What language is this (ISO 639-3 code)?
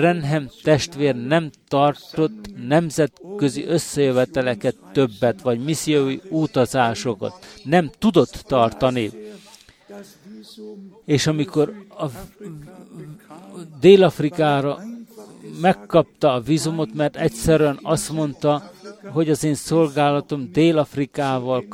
hun